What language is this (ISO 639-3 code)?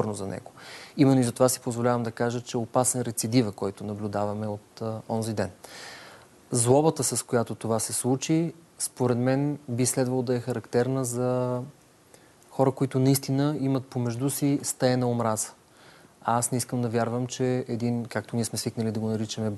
bul